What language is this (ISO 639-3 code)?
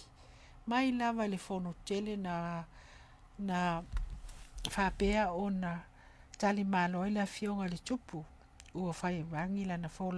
smo